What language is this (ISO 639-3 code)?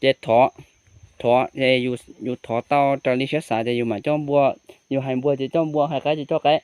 hmn